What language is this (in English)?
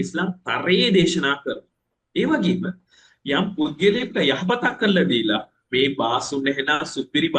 Sinhala